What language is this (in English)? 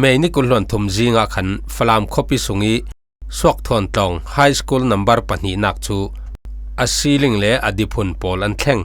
Falam Chin